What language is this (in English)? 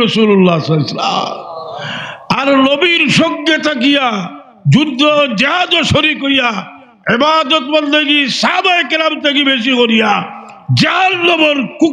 Sylheti